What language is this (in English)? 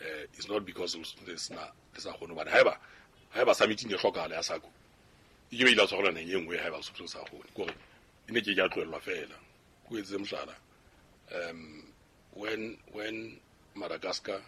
Southern Sotho